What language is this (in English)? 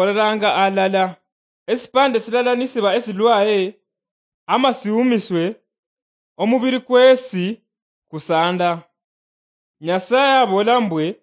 Luyia